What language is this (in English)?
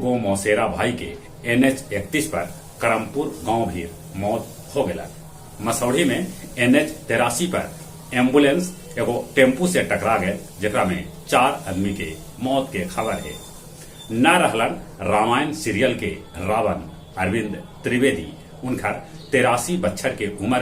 Magahi